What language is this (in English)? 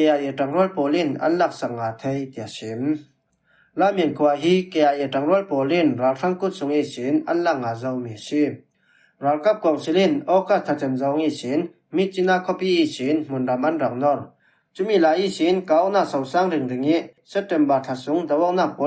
Falam Chin